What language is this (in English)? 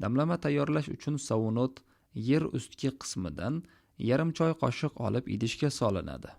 Uzbek